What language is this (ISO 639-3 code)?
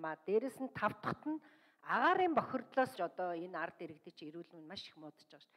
mon